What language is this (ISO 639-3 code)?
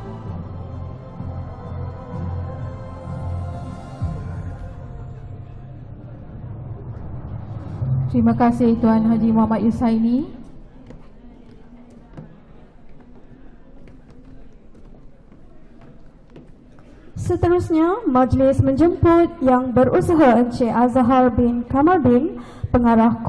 msa